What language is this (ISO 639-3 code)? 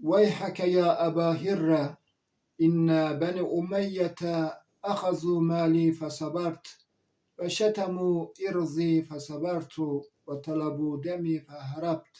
zza